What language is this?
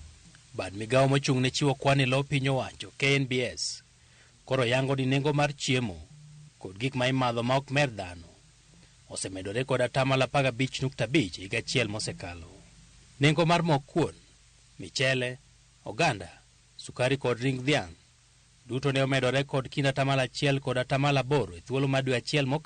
Luo (Kenya and Tanzania)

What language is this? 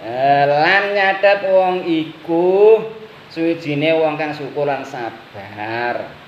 Javanese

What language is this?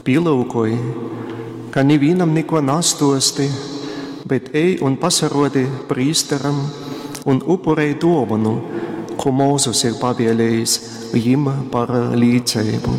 Latgalian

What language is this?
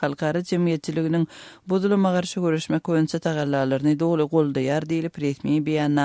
Turkmen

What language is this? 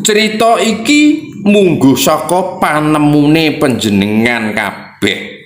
Javanese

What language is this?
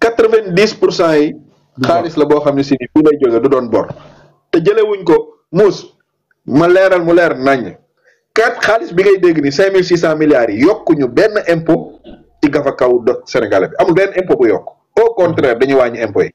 Wolof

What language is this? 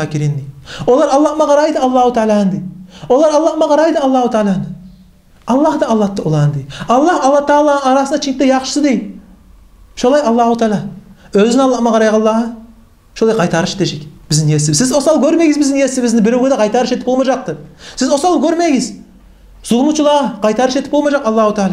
Kumyk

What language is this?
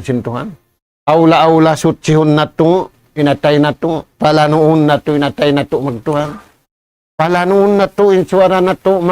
Tausug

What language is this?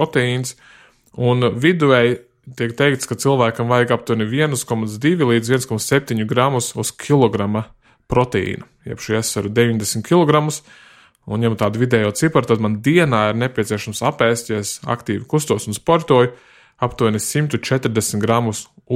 Latvian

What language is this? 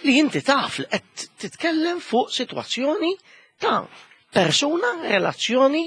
Maltese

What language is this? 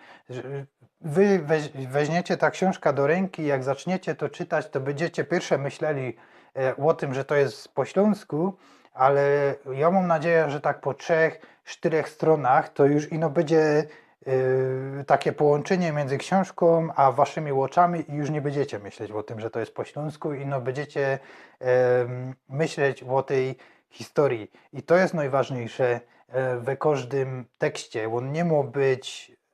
Silesian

